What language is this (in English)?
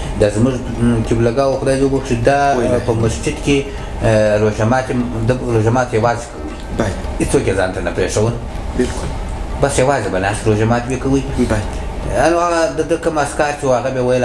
Pashto